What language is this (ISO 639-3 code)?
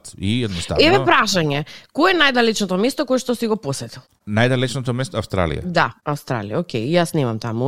mkd